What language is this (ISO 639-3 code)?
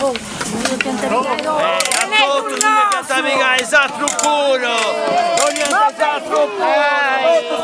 srd